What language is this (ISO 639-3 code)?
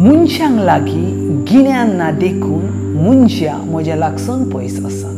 kok